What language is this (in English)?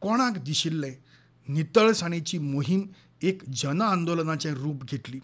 Konkani